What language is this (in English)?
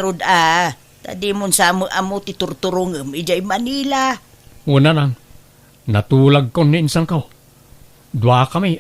Iloko